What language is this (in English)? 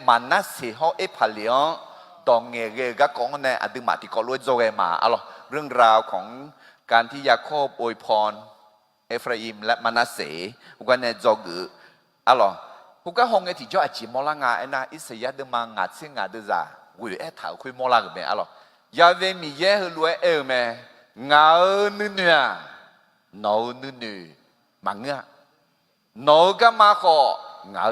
Akha